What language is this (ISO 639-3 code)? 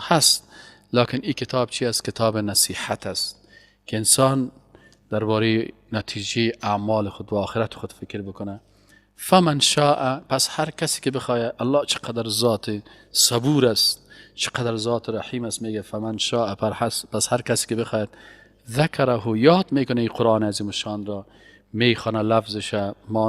fas